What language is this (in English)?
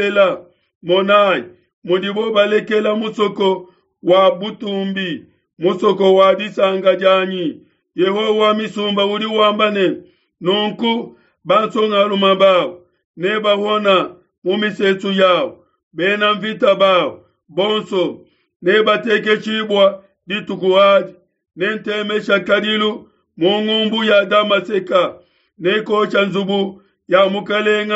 Luba-Lulua